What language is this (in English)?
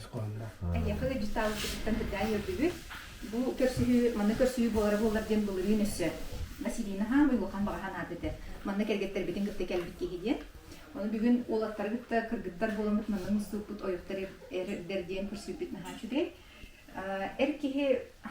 Yakut